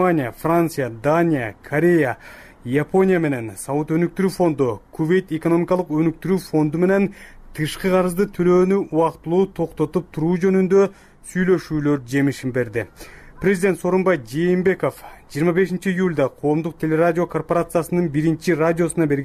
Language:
Kyrgyz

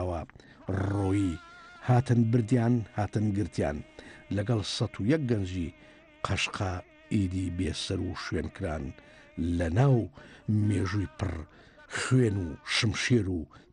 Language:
Central Kurdish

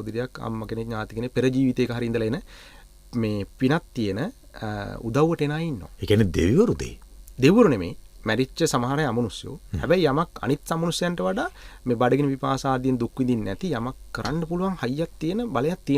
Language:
Sinhala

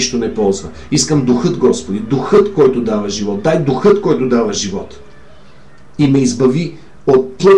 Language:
Bulgarian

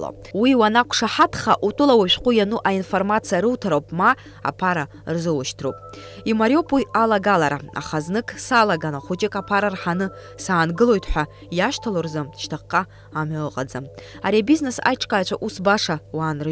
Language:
Abkhazian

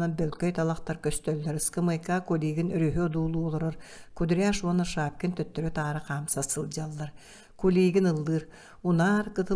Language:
Yakut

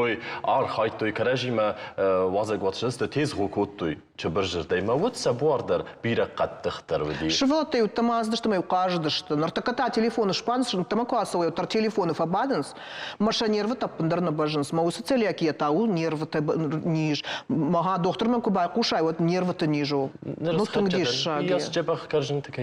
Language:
Ossetic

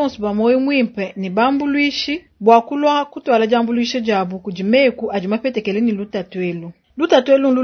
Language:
Luba-Lulua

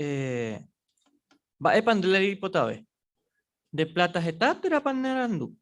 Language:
Guarani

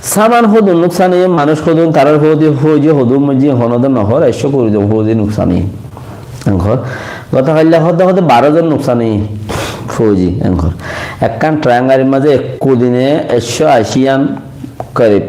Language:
Rohingya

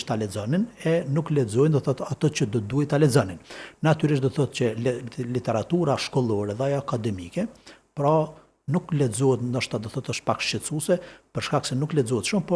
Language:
Albanian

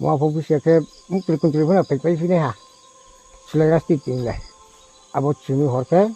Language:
Riang (India)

